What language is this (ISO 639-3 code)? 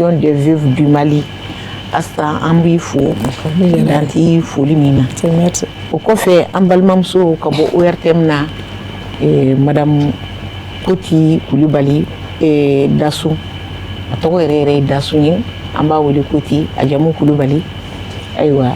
bam